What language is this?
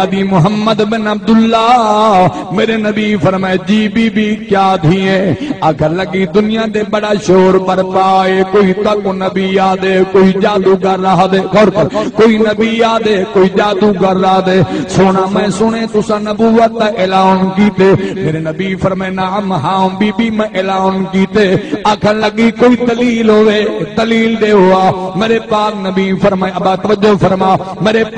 Saraiki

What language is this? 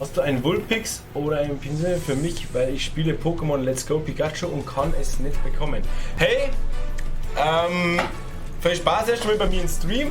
Bavarian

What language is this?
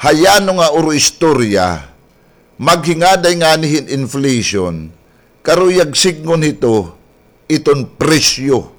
Waray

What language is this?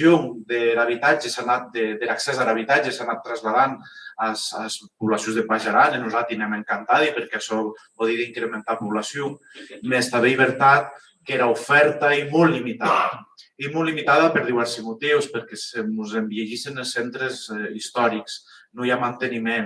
Occitan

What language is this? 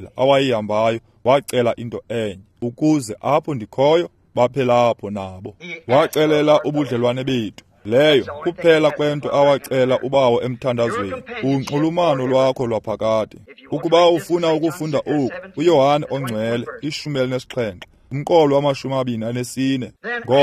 Xhosa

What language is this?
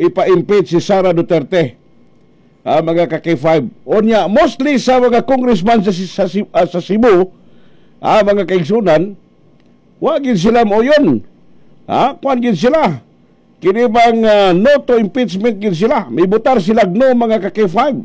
Cebuano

